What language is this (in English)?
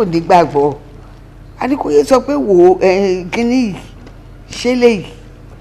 Yoruba